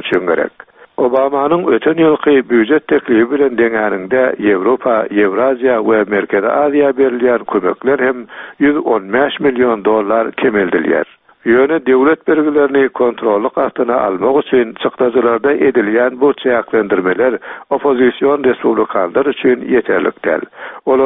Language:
Turkmen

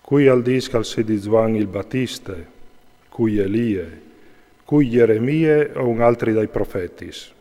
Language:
Friulian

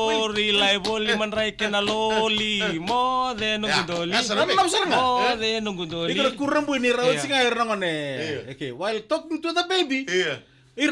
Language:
Fijian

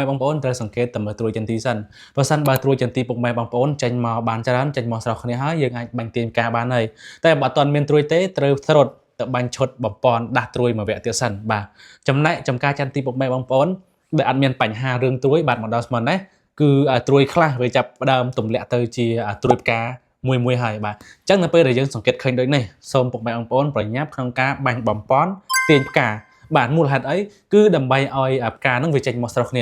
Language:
Khmer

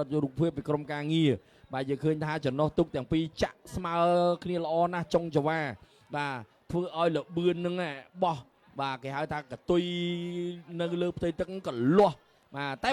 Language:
Khmer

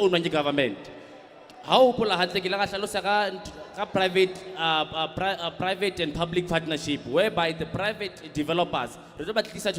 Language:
Southern Sotho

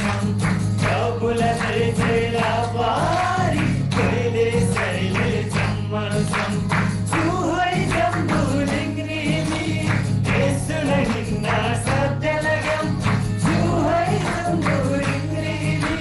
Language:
Eastern Tamang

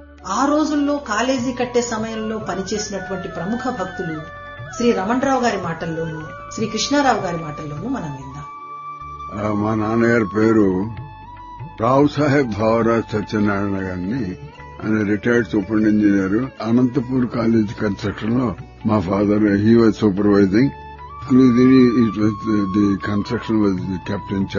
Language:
Telugu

